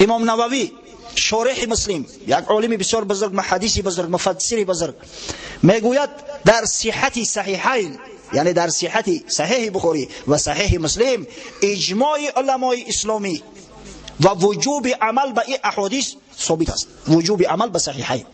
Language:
Tajik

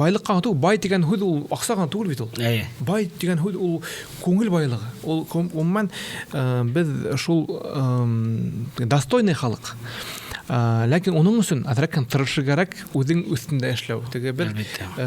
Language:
Bashkir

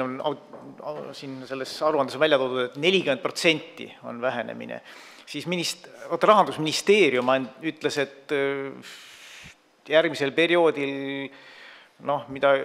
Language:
Estonian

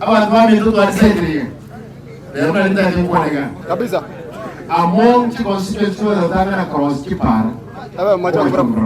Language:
Gusii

